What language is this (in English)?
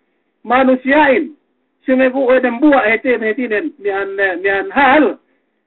Yakan